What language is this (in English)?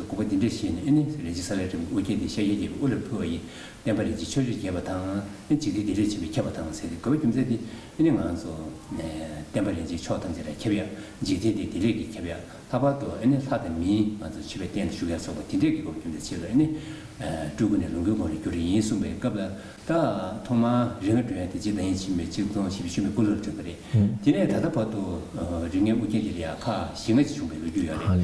Tibetan